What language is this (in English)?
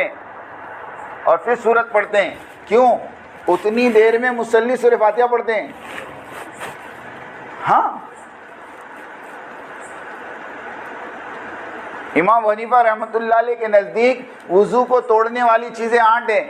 Urdu